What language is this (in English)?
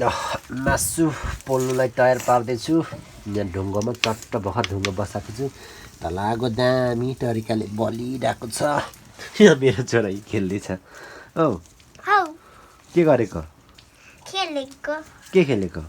Nepali